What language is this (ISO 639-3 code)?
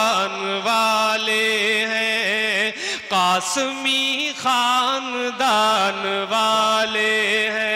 urd